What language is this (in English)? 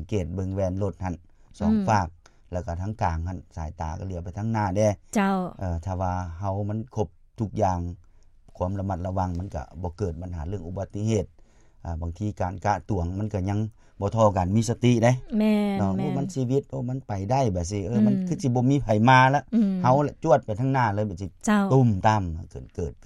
Lao